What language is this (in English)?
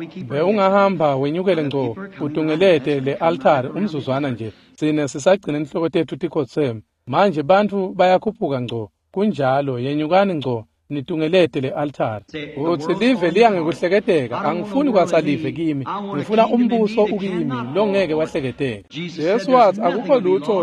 Swati